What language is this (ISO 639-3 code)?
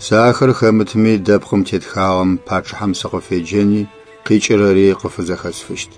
ady